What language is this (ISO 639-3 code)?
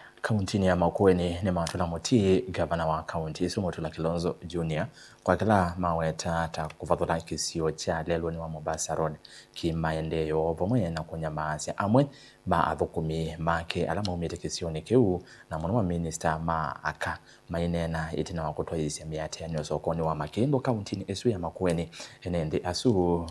kam